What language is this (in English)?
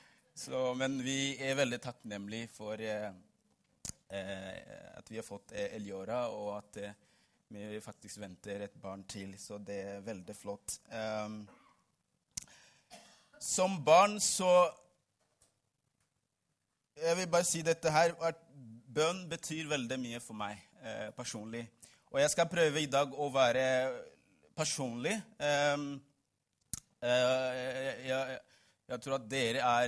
Norwegian